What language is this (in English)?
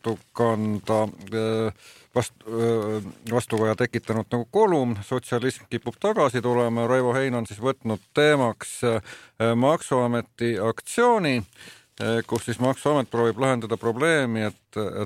Estonian